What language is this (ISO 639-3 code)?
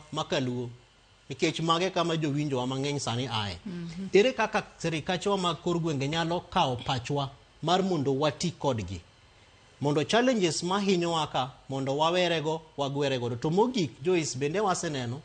luo